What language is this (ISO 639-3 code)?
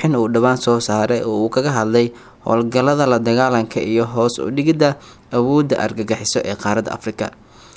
som